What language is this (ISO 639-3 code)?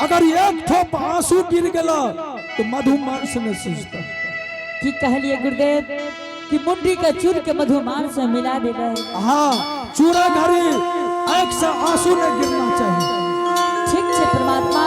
anp